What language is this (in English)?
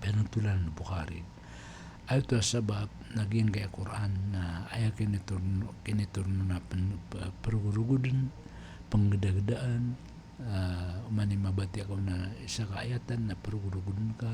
Maranao